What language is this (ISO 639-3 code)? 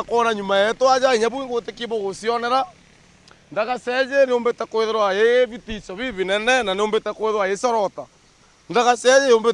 mer